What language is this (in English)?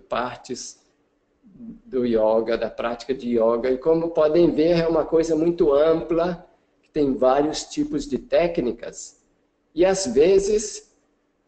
Portuguese